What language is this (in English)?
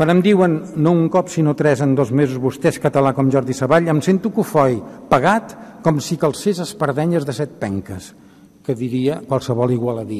Catalan